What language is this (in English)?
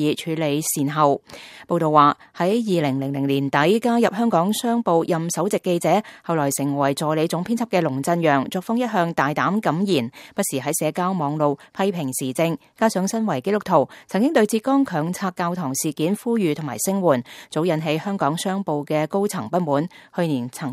Cantonese